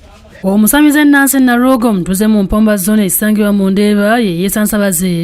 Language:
Ganda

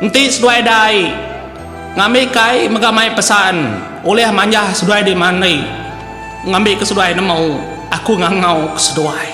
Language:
Iban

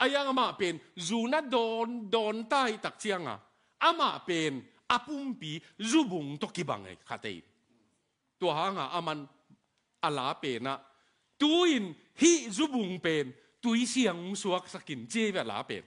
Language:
Tedim Chin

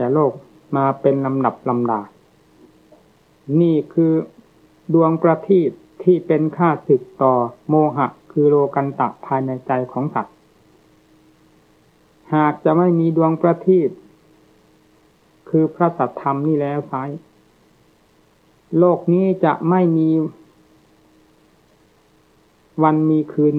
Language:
Thai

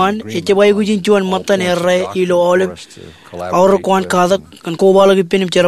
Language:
Marshallese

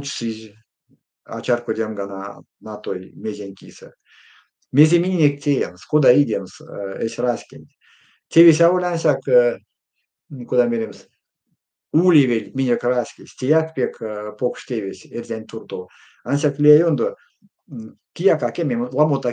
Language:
Erzya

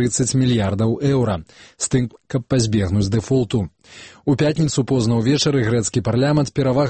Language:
Belarusian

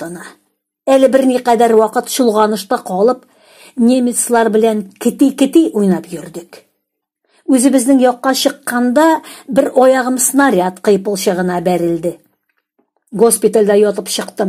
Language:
Tatar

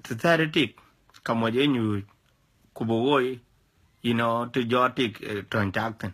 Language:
Dinka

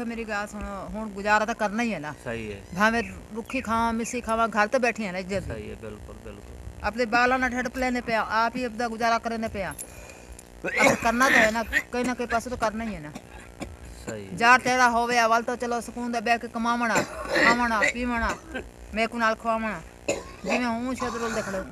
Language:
Saraiki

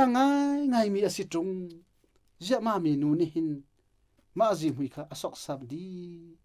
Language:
Hakha Chin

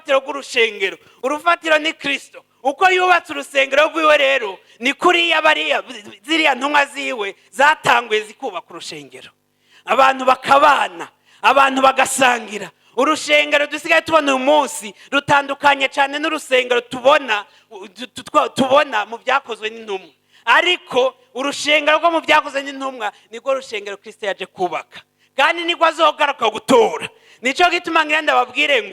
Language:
Rundi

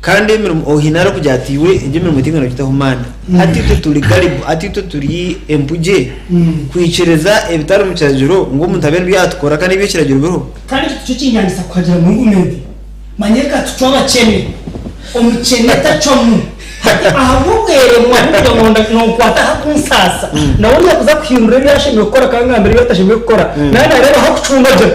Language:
Nyankole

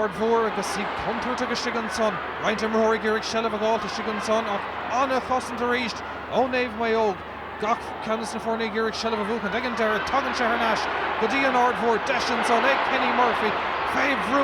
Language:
Irish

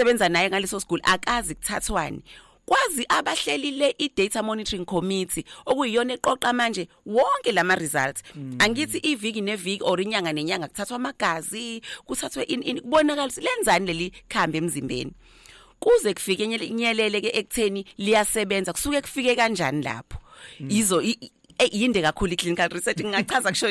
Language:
Zulu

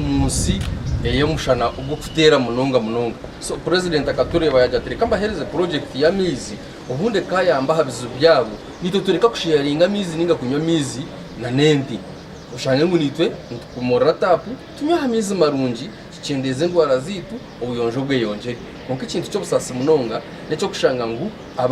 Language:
Nyankole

